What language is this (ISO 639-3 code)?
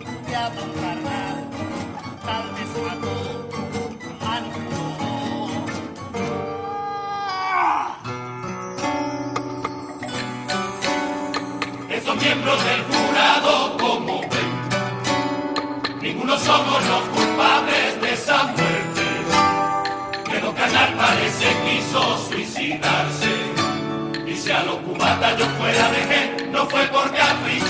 spa